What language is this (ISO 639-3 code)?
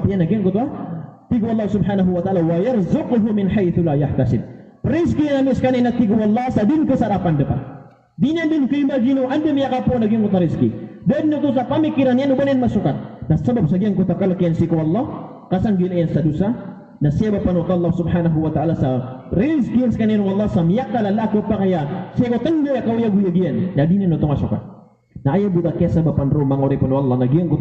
mrw